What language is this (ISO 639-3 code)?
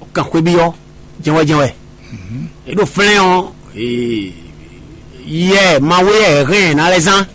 fon